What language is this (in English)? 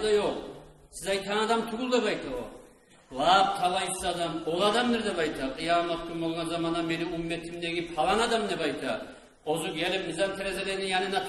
Kumyk